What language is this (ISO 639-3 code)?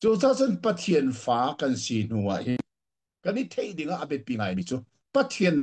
cnh